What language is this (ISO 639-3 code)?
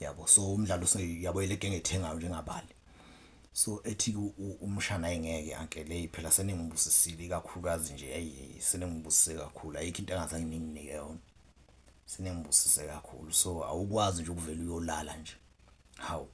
zul